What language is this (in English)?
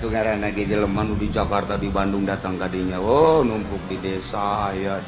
Sundanese